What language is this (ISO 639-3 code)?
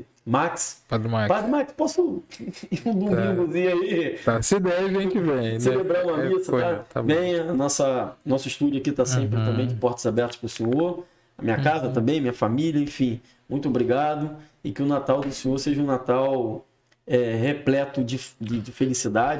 por